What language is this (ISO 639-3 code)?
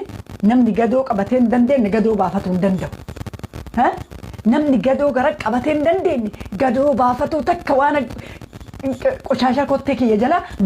orm